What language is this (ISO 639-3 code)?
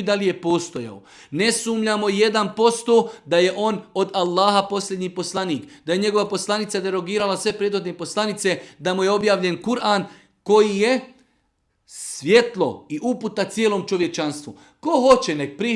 bos